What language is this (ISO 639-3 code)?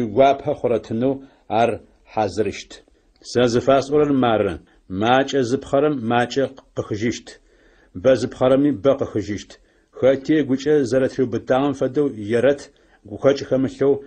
ady